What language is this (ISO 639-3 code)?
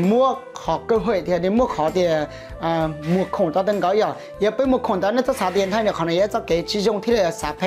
hmn